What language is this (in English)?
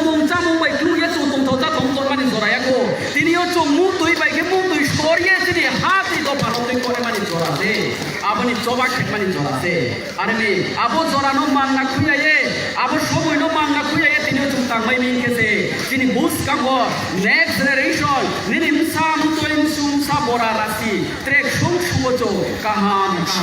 Riang (India)